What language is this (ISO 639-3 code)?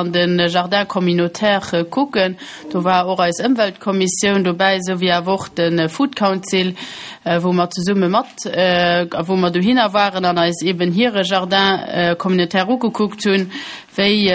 ltz